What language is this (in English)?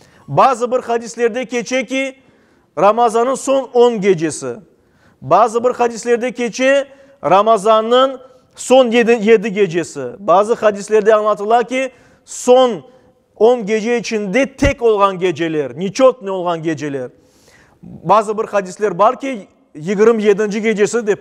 Crimean Tatar